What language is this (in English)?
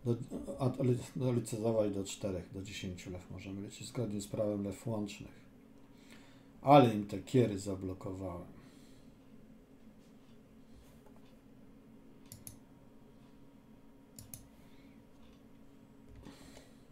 Polish